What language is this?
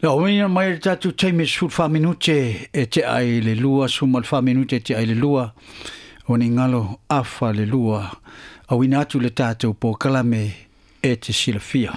Samoan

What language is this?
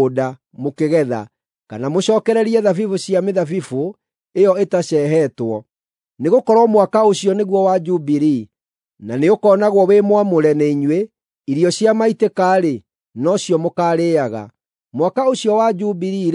Kikuyu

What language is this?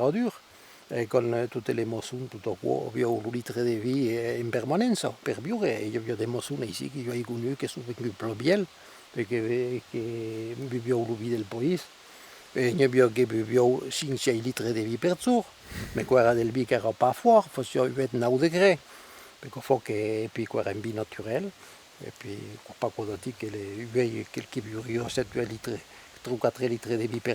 Occitan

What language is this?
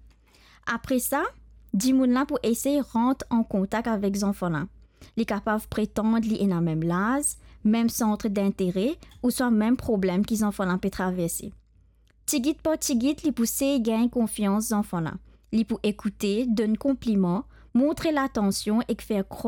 Morisyen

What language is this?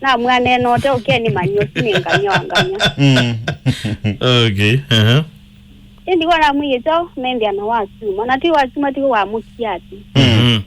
Kamba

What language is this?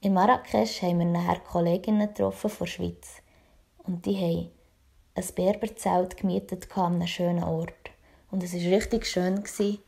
Swiss German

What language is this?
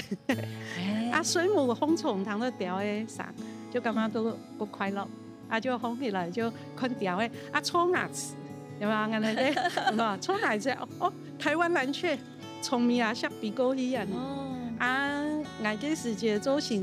Hakka Chinese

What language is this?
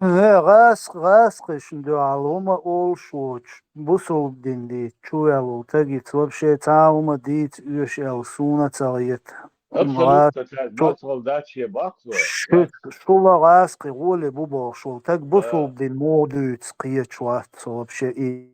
Chechen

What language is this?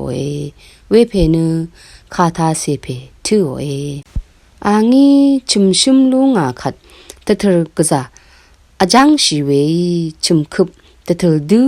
Rawang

